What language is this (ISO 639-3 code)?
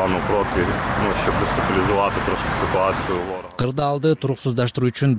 kir